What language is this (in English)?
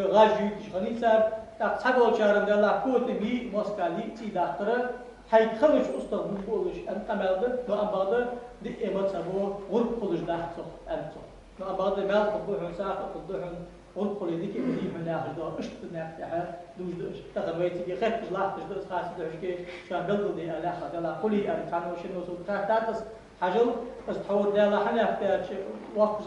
Ingush